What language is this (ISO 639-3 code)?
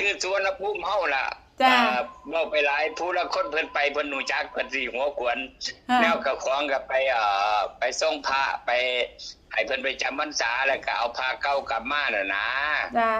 tts